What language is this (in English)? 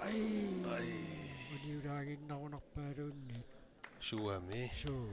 Kalaallisut